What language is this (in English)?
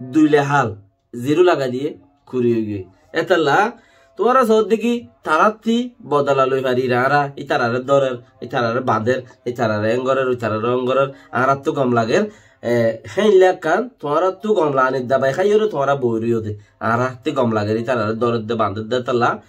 Rohingya